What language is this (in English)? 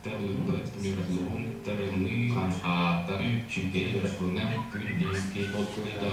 Yakut